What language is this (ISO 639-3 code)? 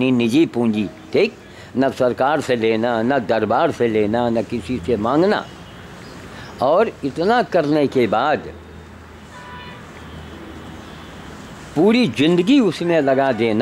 hin